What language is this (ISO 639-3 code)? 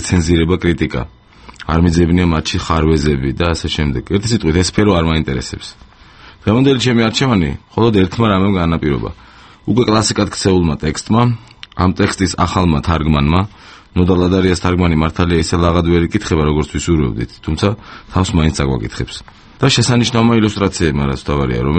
kat